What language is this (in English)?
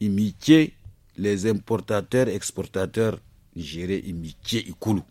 Zarma